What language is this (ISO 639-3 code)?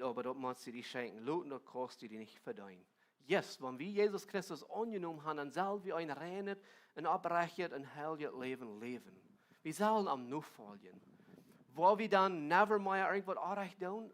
pdt